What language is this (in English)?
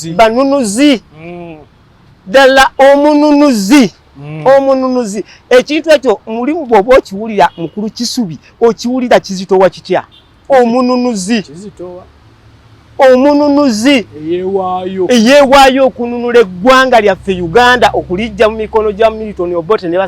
Ganda